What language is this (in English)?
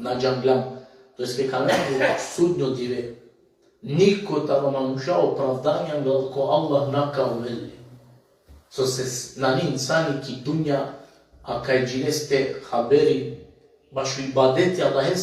Balkan Romani